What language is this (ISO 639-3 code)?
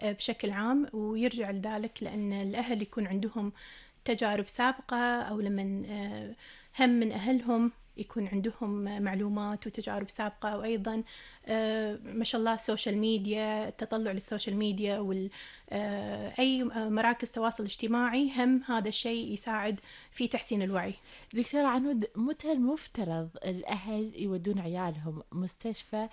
afb